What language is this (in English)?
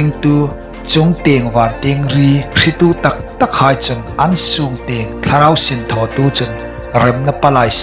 Hmar